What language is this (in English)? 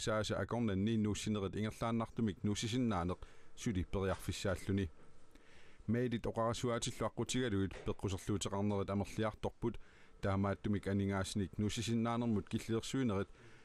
Kalaallisut